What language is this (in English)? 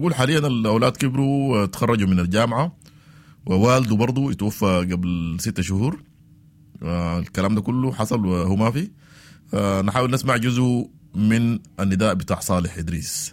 Sudanese Arabic